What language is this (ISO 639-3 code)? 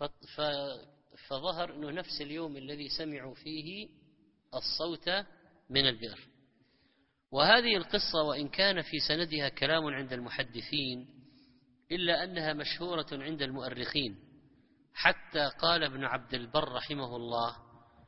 ara